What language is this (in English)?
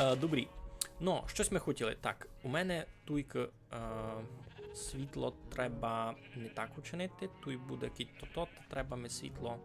Rusyn